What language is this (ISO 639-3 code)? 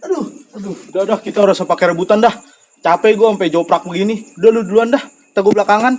bew